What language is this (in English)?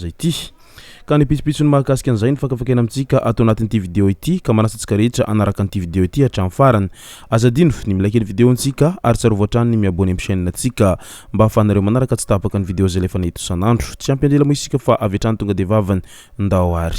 Malagasy